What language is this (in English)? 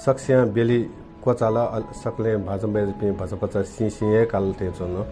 Newari